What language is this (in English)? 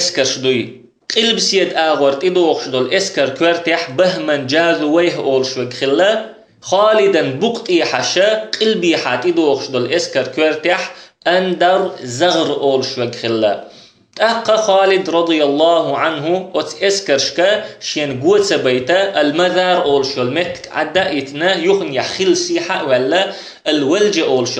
Chechen